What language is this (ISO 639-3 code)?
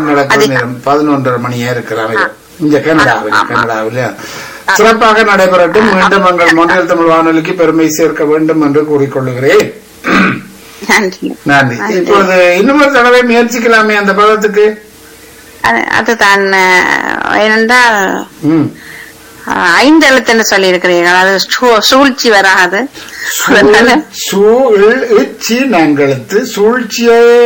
tam